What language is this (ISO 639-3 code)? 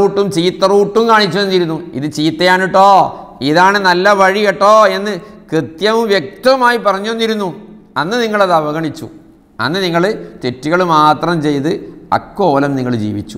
mal